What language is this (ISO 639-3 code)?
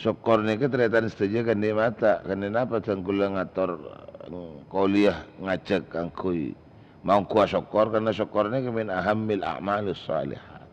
mad